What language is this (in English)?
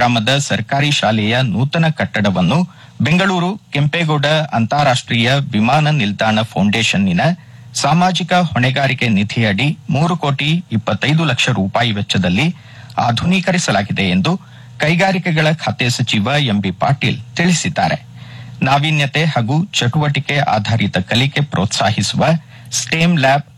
Kannada